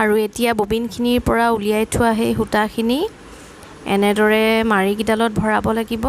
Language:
Assamese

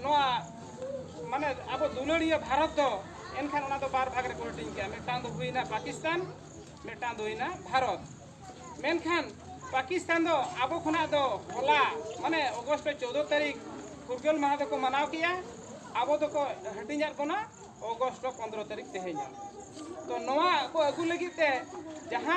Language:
Santali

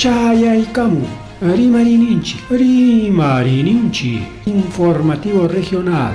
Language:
Ayacucho Quechua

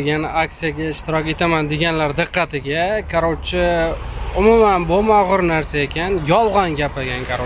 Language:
Uzbek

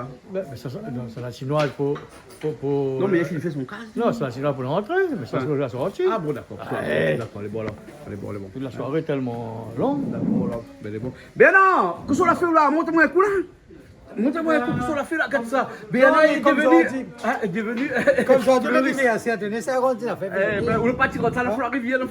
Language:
Réunion Creole French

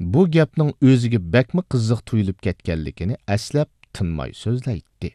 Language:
Uyghur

